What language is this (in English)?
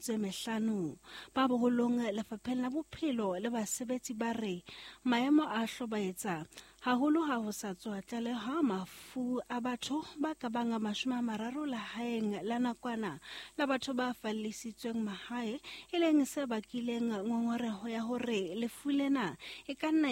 Southern Sotho